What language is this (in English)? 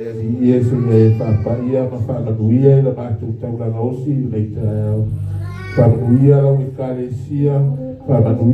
Samoan